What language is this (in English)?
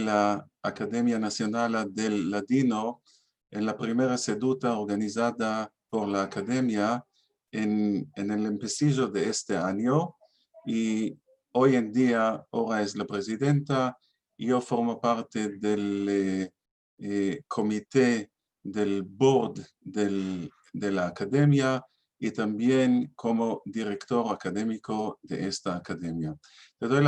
Ladino